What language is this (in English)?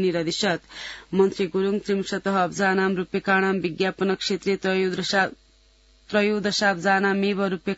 Sanskrit